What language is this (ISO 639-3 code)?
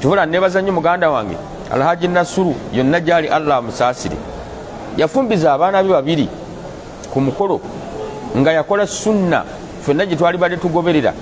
lug